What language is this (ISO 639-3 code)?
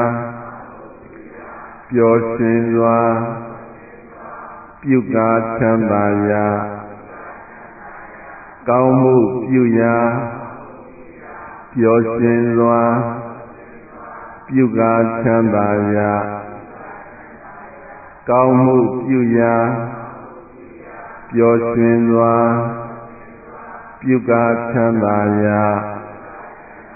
mya